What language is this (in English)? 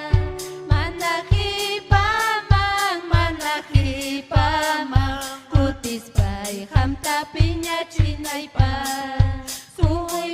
Ayacucho Quechua